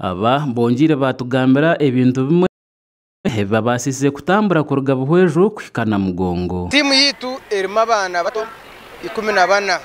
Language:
Nyankole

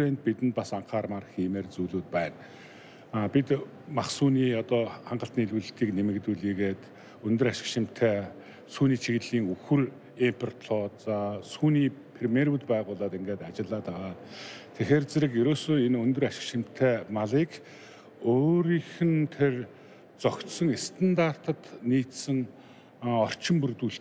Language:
Mongolian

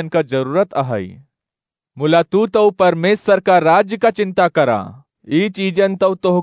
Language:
Awadhi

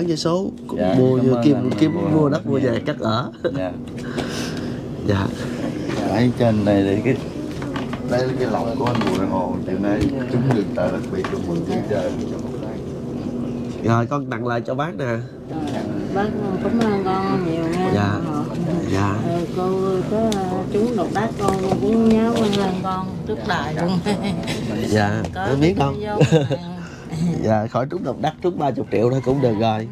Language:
Vietnamese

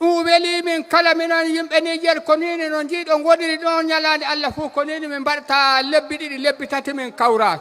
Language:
Fula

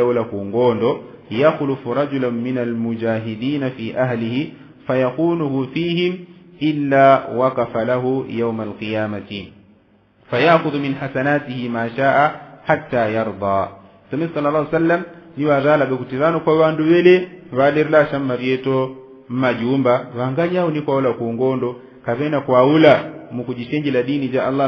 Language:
Yao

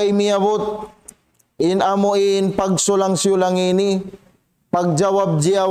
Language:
Tausug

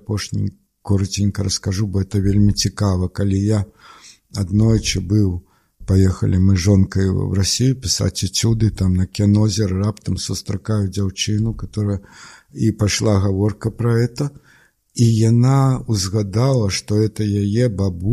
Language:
Belarusian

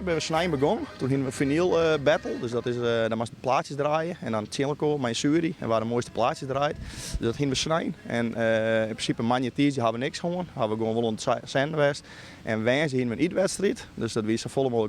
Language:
Western Frisian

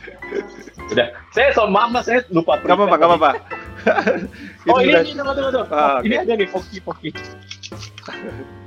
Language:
Indonesian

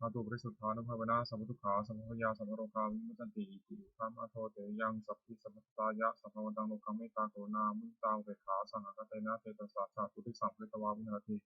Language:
Pali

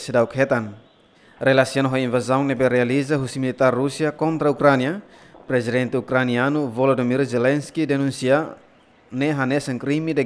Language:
Tetum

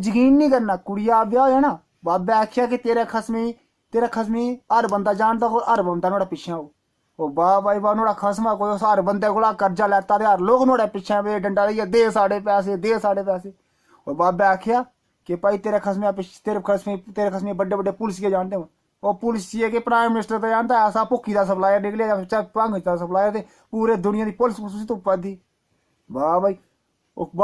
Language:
Dogri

